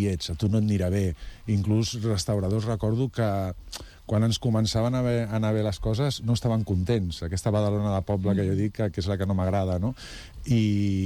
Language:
Catalan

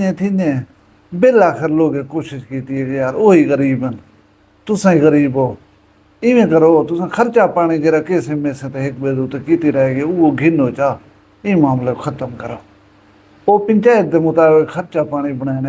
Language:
Saraiki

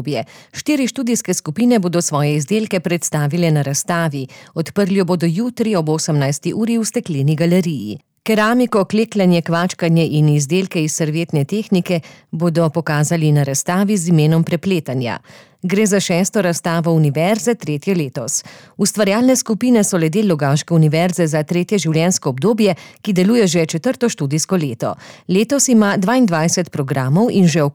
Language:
Slovenian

